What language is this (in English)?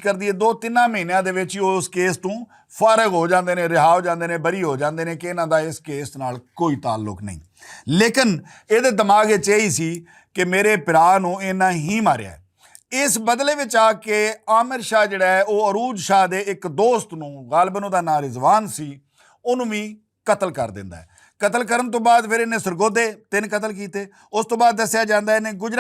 Western Panjabi